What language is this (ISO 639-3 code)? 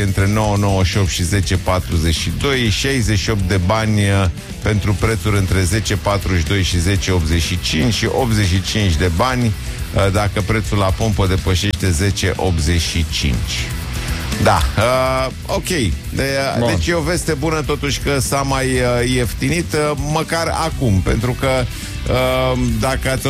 ron